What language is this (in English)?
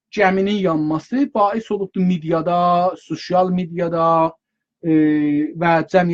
South Azerbaijani